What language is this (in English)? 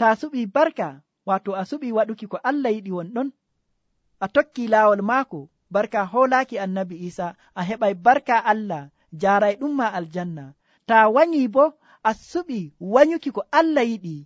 Nigerian Fulfulde